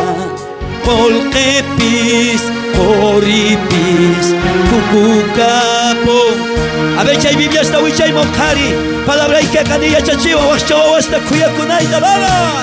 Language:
South Bolivian Quechua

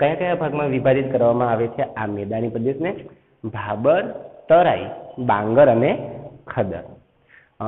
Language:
Gujarati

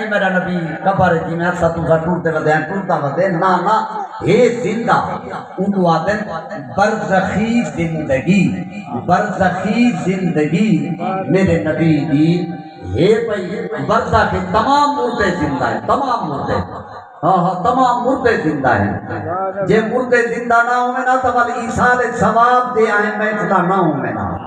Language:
Saraiki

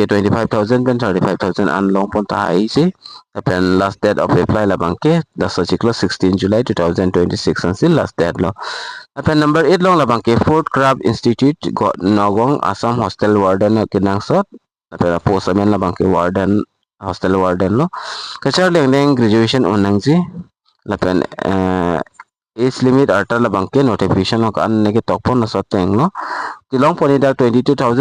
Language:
Karbi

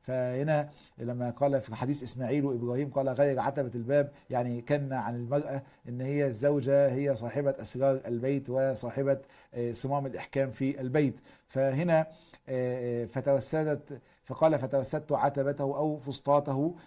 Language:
Egyptian Arabic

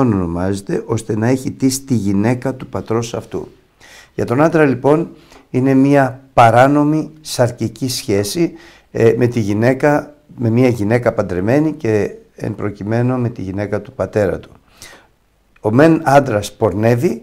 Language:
Greek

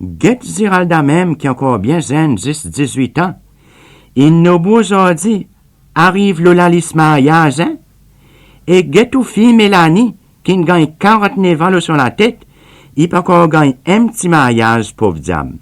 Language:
Seselwa Creole French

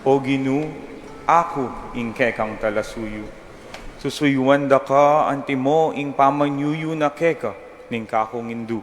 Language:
Pampanga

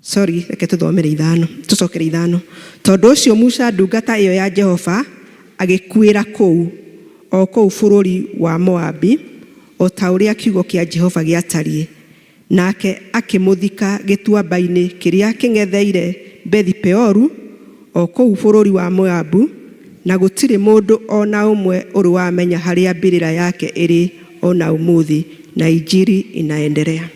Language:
Kikuyu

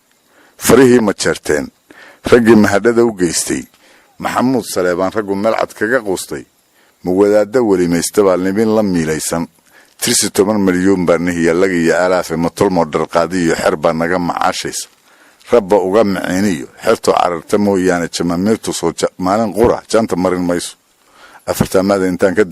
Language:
Somali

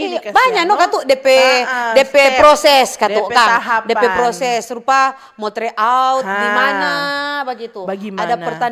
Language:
Manado Malay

